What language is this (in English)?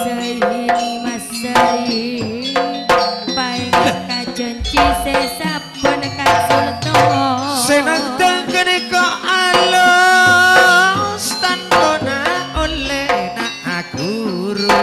Madurese